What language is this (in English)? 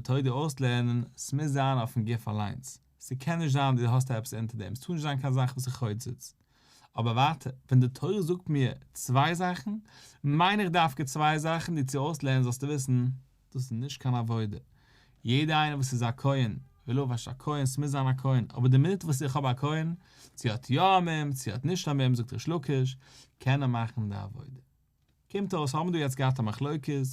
Yiddish